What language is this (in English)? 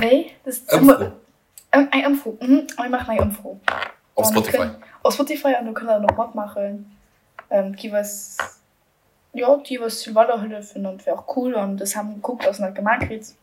Luxembourgish